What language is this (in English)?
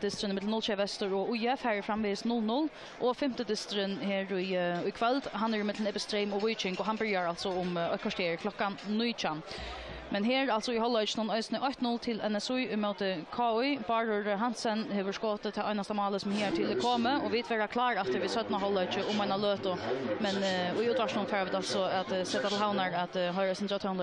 Faroese